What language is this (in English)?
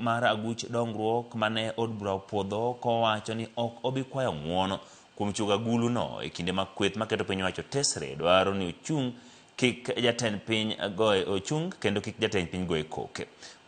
Luo (Kenya and Tanzania)